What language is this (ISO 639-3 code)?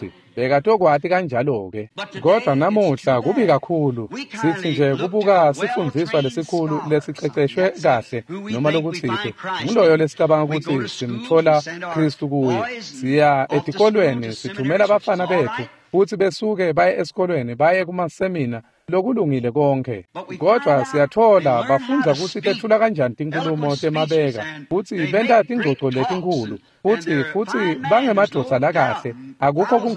ssw